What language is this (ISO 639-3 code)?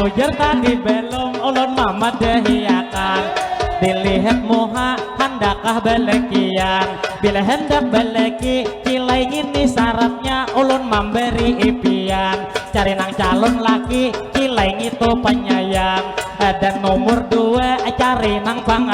bjn